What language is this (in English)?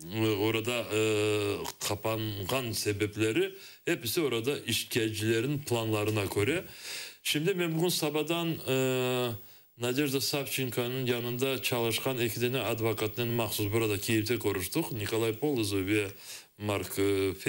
Crimean Tatar